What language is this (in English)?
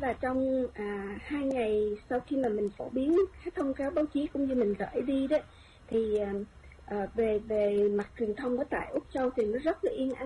Vietnamese